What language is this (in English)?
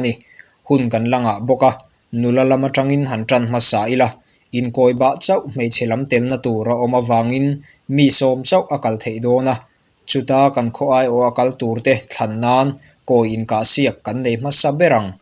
Mizo